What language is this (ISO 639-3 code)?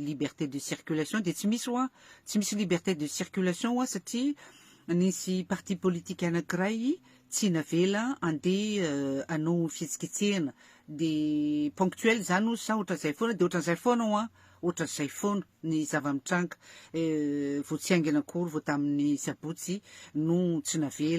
mlg